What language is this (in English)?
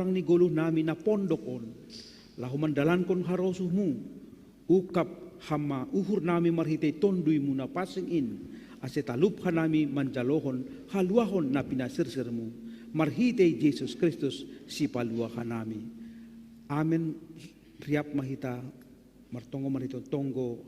Batak Simalungun